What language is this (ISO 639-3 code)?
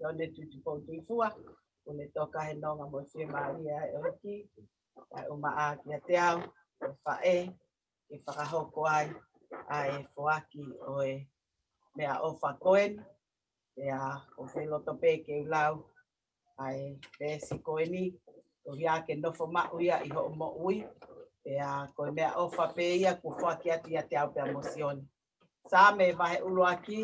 ton